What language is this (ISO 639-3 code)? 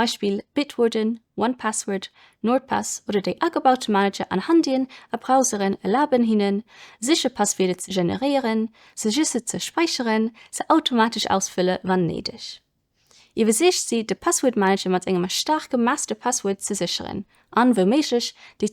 ltz